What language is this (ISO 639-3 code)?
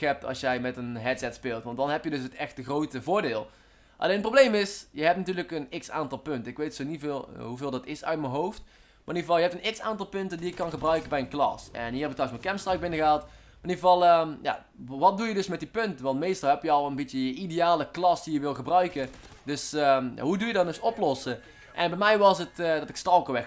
nld